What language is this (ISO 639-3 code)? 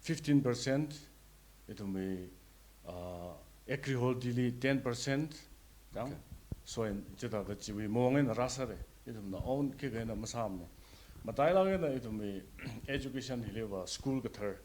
nmf